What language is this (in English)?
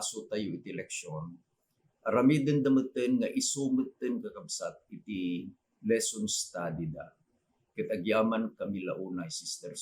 Iloko